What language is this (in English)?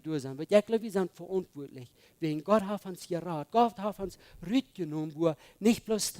Plautdietsch